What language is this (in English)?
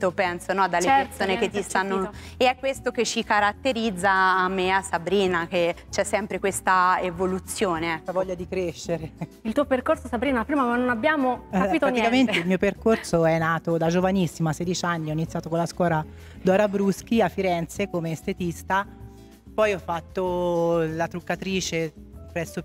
Italian